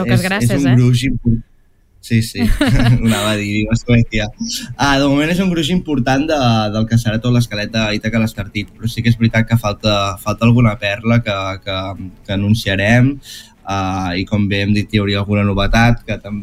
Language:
Catalan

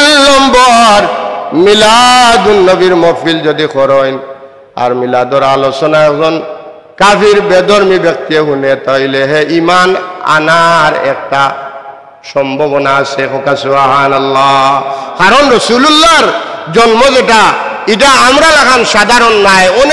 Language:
Sylheti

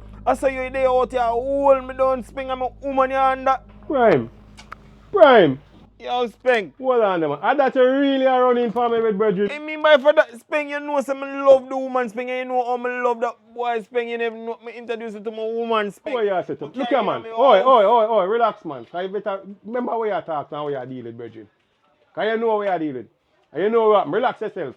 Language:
Jamaican Creole English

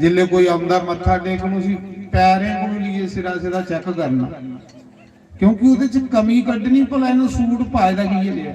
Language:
Dogri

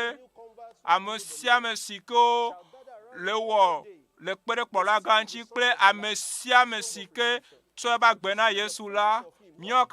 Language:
Ewe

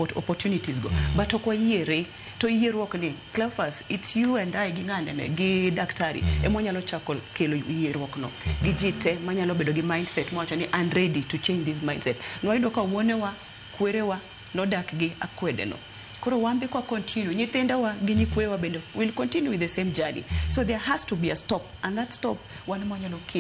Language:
Luo (Kenya and Tanzania)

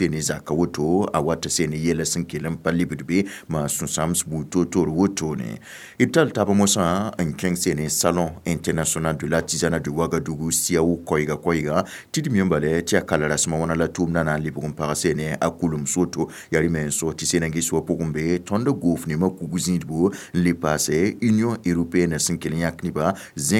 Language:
Mossi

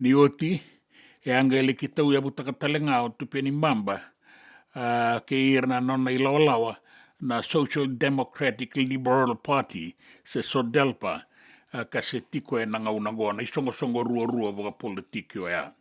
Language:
Fijian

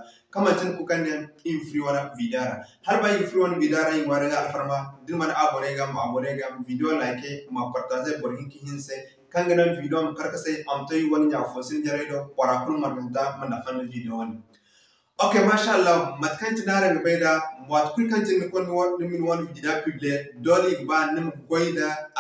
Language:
Zarma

